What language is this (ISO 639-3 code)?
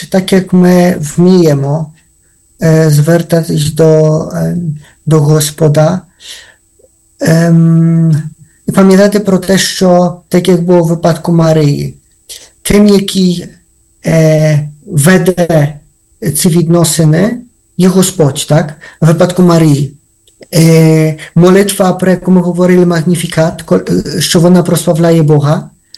ukr